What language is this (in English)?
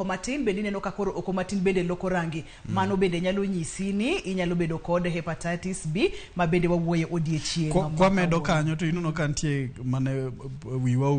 Luo (Kenya and Tanzania)